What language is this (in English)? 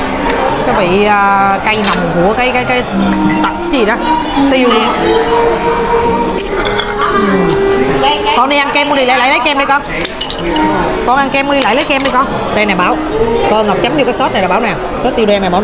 Vietnamese